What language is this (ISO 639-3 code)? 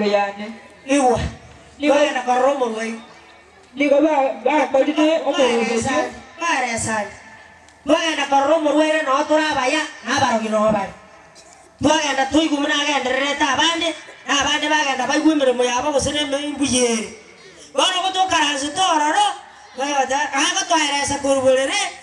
guz